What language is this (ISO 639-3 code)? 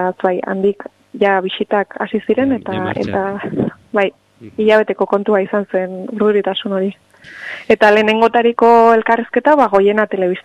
eus